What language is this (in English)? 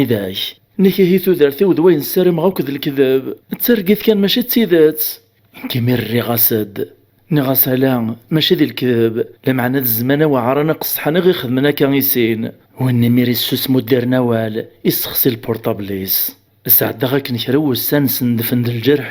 Kabyle